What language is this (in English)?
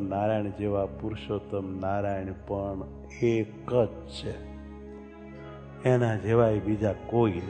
Gujarati